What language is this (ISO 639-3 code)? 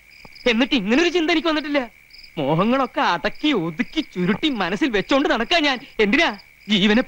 mal